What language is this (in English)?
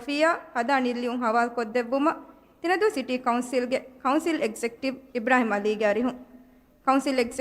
Divehi